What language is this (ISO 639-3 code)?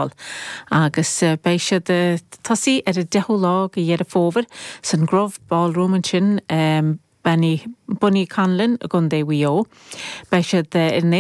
gle